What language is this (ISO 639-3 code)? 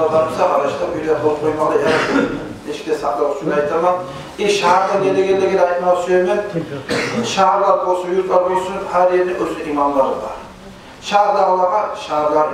kum